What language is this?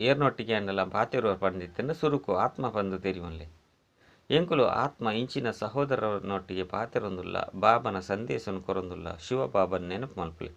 Tulu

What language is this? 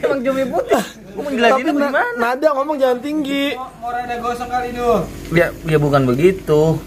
Betawi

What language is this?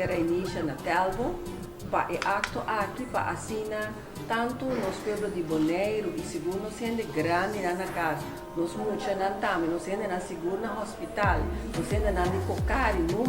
Papiamento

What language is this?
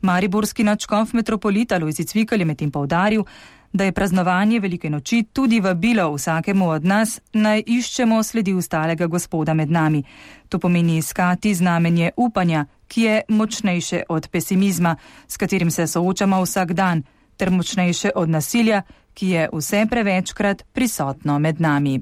Slovenian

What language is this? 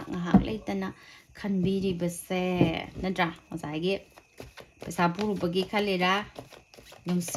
Manipuri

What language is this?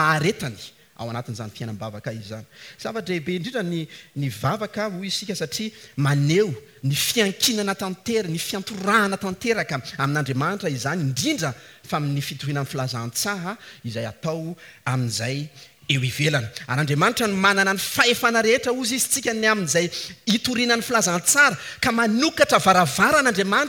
Malagasy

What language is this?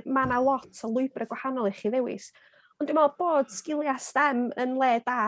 Welsh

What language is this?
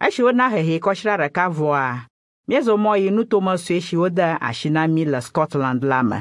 Ewe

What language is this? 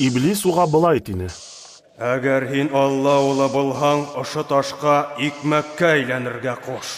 Bashkir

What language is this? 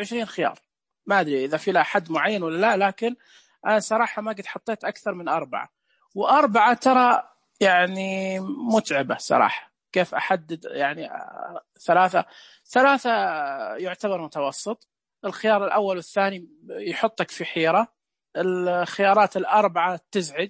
Najdi Arabic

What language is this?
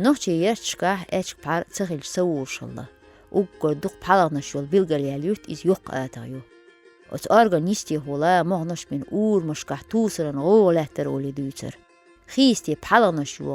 Chechen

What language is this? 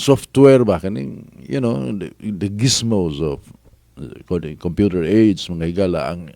Cebuano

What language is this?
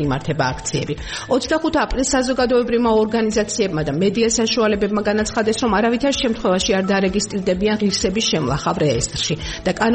Georgian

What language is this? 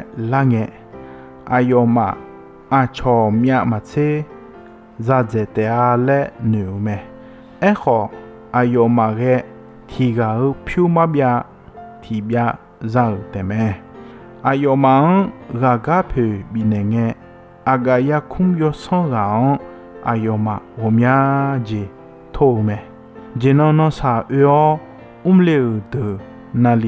Akha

